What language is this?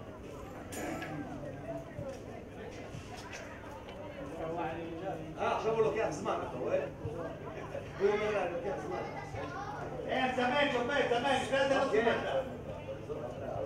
Hebrew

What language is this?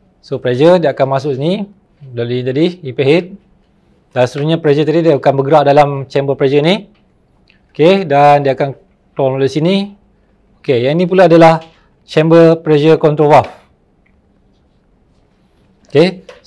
Malay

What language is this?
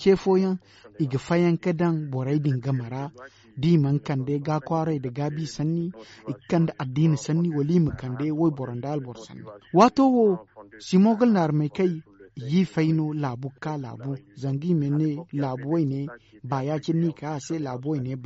Zarma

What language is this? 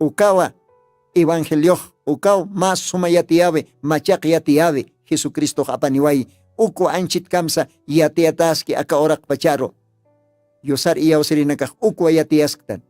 Aymara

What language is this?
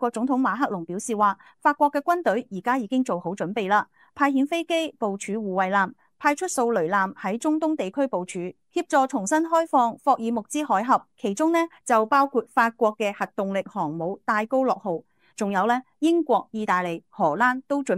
Cantonese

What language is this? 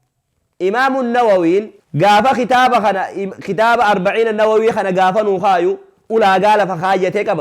Oromo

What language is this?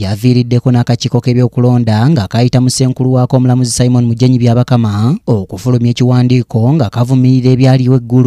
Ganda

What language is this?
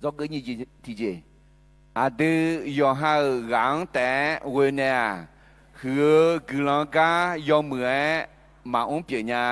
Akha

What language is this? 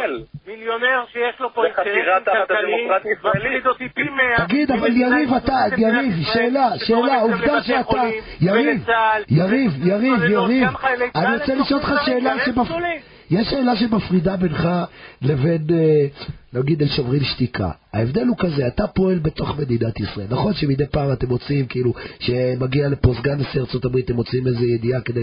Hebrew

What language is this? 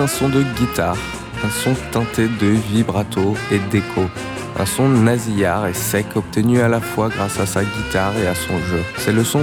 French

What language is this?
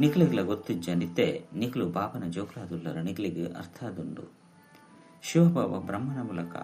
Tulu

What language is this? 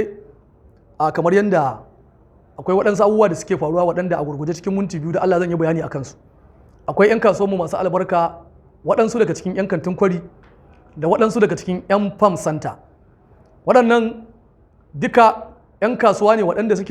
Hausa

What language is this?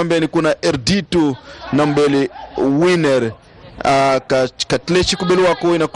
Tsonga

